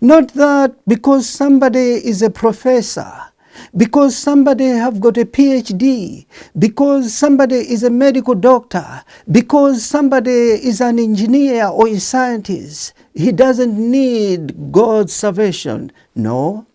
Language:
English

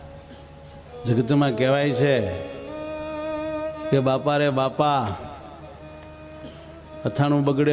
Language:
Gujarati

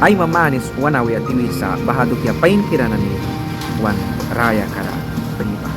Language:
Mískito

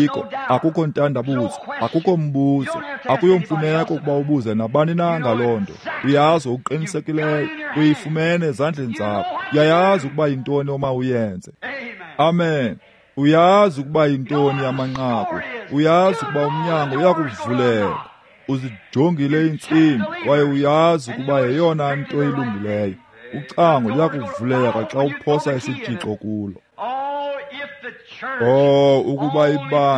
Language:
Xhosa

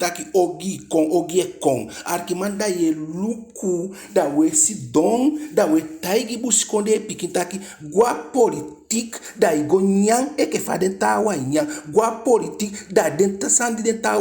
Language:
Eastern Maroon Creole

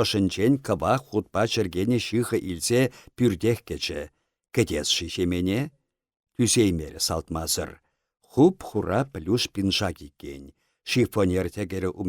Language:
Chuvash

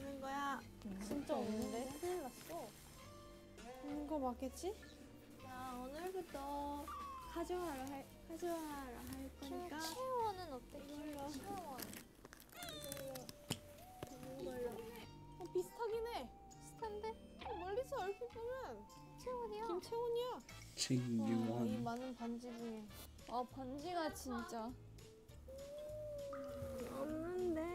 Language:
Korean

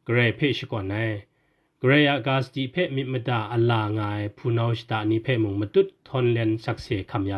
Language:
Kachin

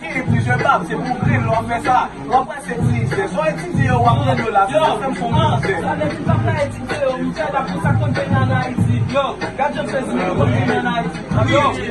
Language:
Haitian Creole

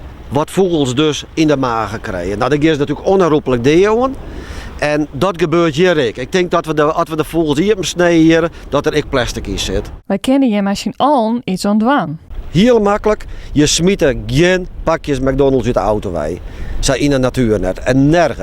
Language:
Western Frisian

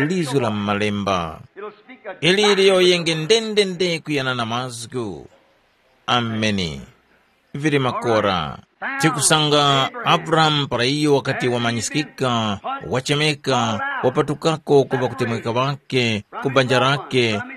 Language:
Tumbuka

